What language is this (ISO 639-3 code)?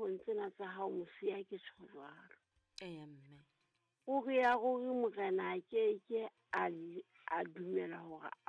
sot